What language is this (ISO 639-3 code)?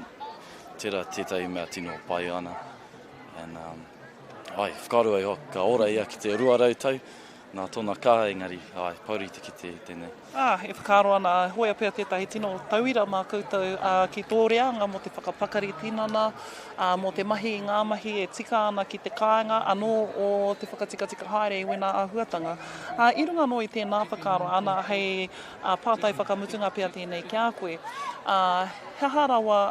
mri